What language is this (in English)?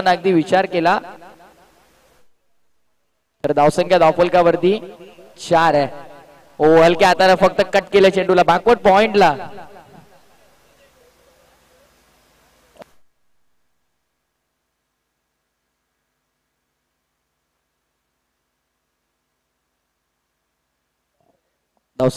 Marathi